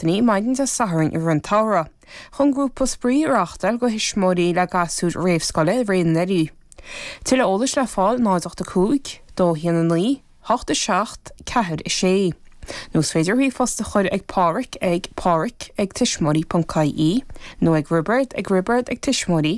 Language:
Irish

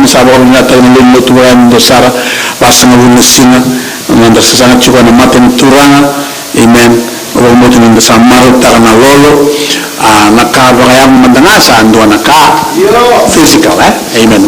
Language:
Fijian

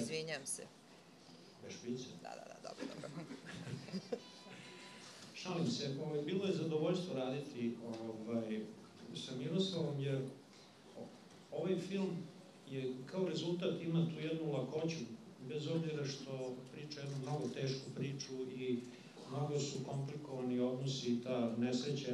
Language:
Serbian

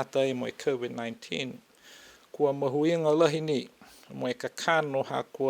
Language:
Niuean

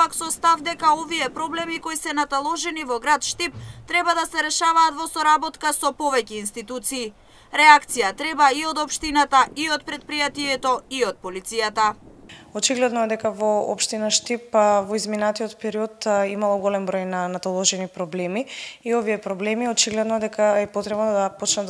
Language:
Macedonian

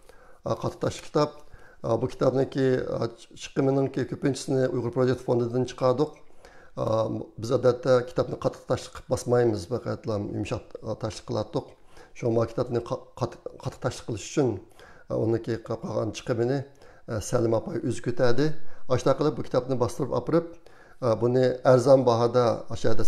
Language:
Uyghur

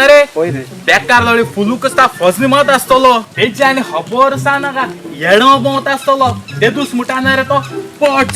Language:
Konkani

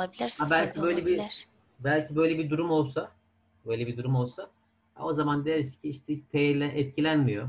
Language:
Turkish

